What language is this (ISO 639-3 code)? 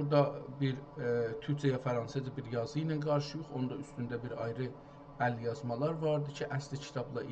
azb